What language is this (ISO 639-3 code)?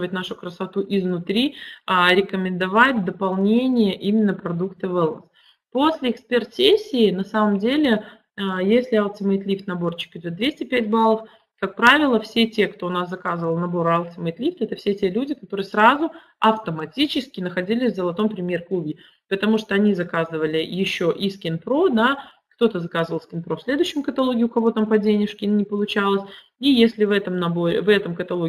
rus